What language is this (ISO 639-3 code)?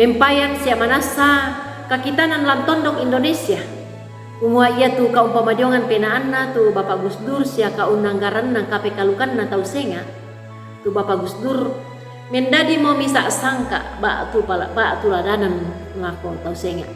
sda